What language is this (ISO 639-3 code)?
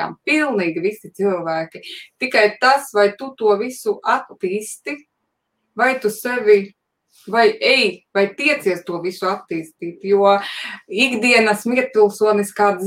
lav